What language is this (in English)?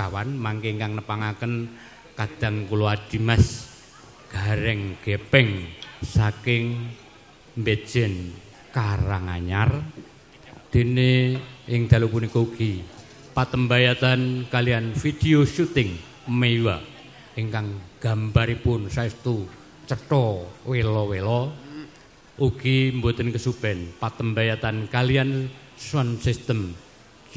Javanese